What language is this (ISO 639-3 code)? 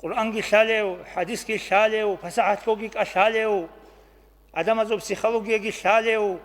ava